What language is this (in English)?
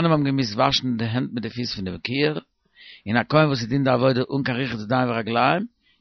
Yiddish